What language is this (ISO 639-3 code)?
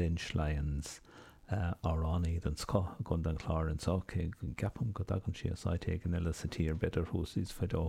gle